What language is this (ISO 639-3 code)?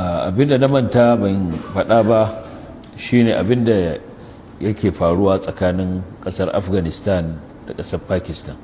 hau